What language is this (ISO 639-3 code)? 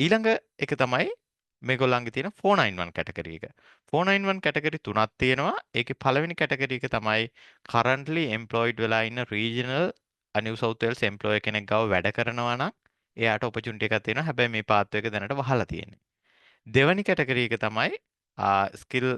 sin